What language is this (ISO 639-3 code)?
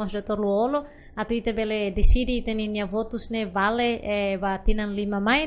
tet